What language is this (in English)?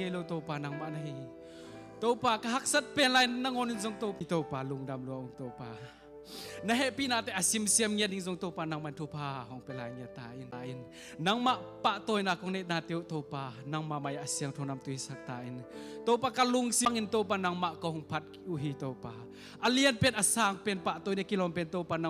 Tedim Chin